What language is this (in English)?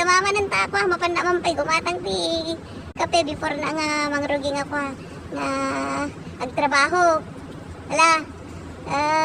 Iloko